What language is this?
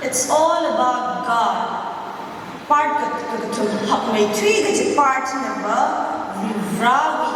Tangkhul Naga (India)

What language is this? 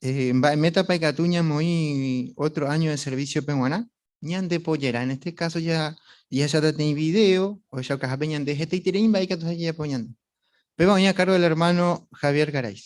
Guarani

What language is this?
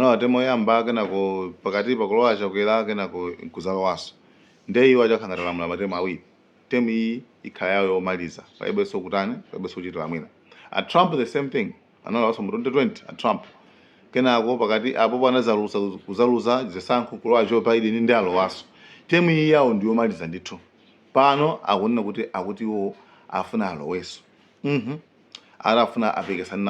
Nyanja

